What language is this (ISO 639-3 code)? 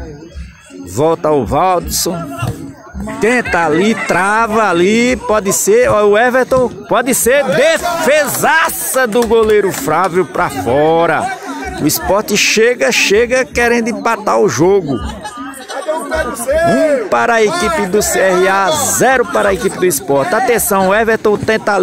por